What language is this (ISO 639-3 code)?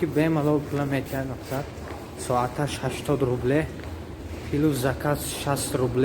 tgk